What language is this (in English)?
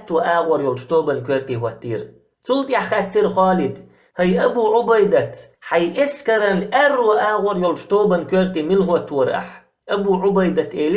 Chechen